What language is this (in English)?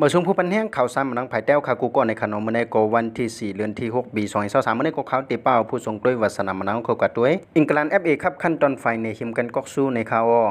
Shan